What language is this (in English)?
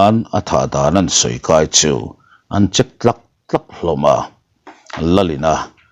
Mizo